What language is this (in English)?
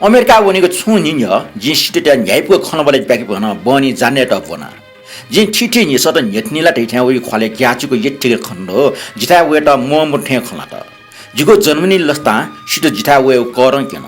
Newari